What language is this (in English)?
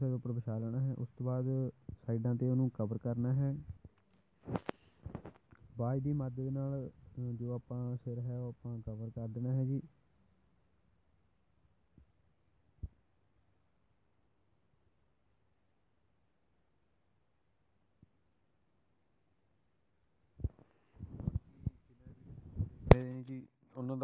Punjabi